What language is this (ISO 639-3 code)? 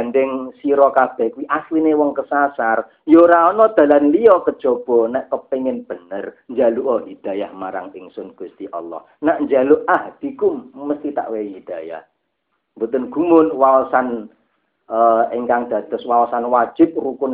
jav